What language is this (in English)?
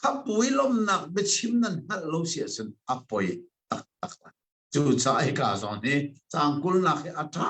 Hakha Chin